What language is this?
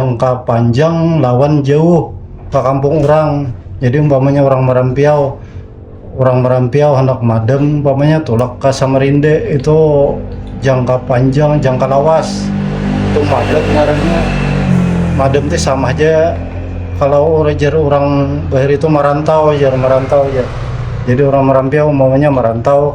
Banjar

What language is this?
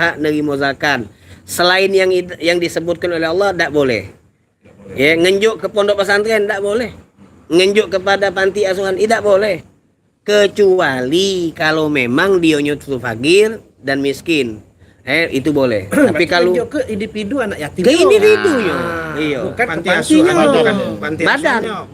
Musi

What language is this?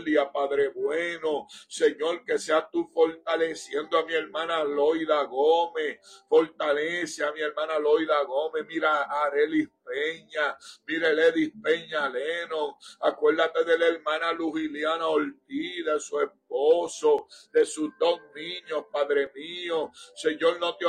Spanish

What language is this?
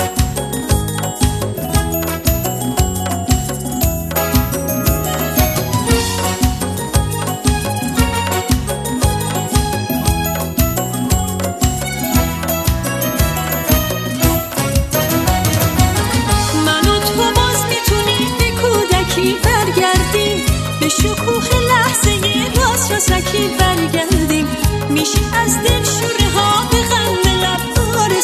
Persian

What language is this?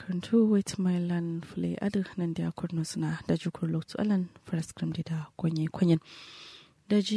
Kanuri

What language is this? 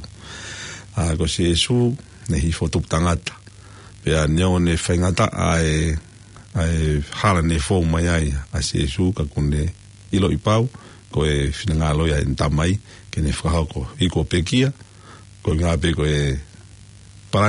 Tongan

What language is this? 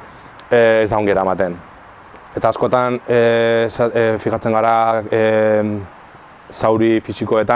Basque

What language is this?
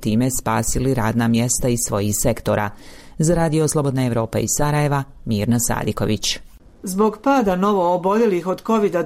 Bosnian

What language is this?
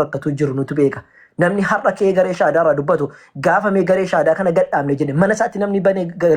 Oromo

